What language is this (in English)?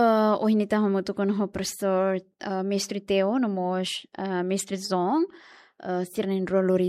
Tetum